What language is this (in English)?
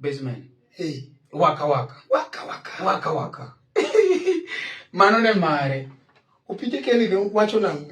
Luo (Kenya and Tanzania)